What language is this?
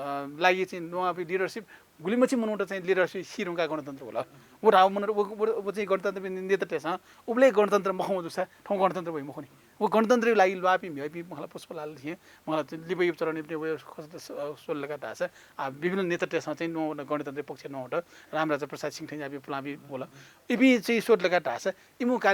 Newari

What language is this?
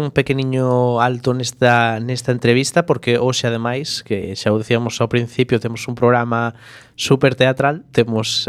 Galician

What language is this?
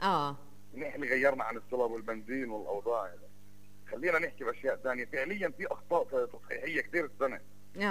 North Levantine Arabic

